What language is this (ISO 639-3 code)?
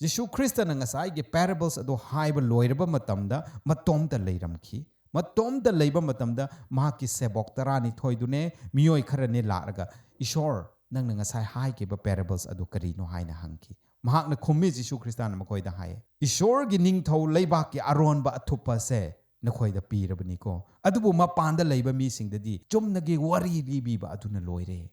mni